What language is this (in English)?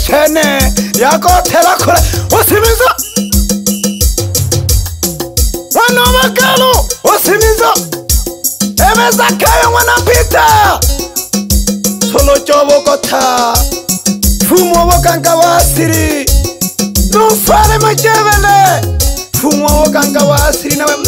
Swahili